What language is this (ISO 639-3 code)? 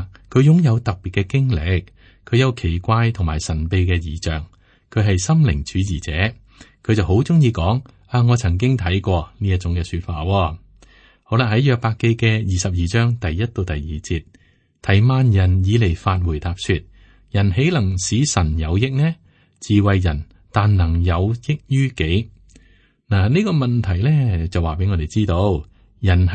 yue